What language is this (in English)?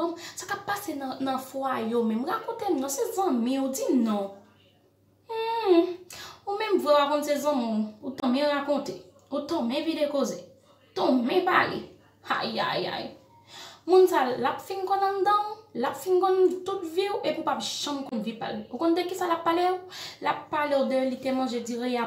Haitian Creole